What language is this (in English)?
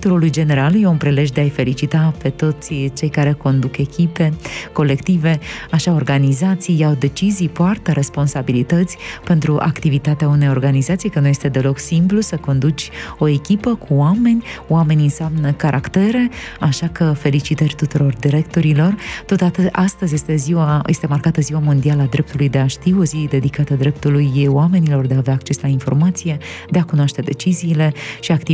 Romanian